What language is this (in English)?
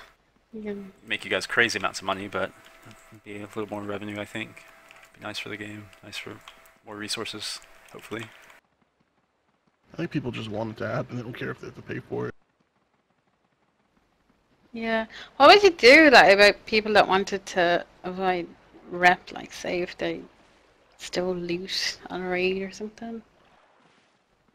English